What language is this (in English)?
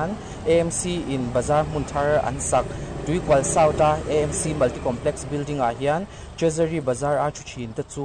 Mizo